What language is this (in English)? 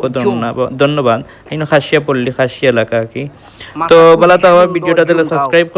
Sylheti